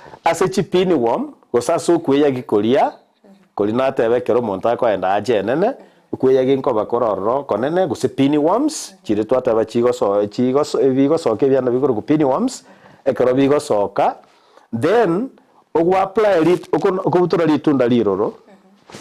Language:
Gusii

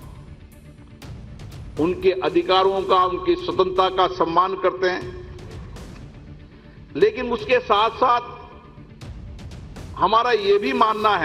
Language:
Hindi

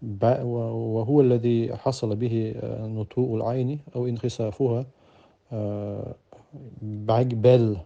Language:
Chechen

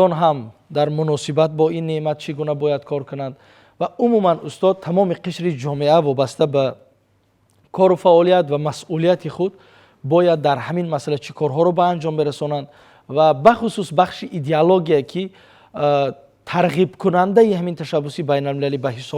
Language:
Tajik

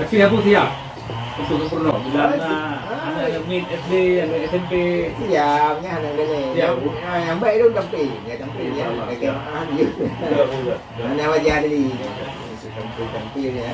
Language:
Achinese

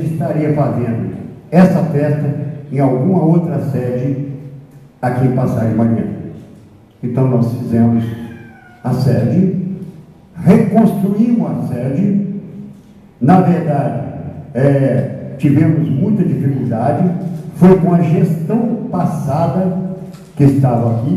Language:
Portuguese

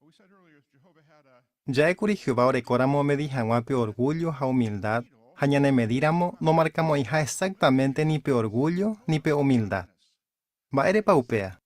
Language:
Guarani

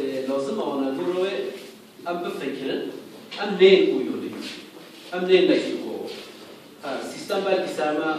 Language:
Kurdish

